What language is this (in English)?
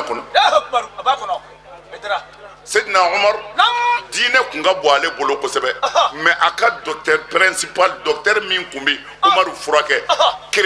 Bambara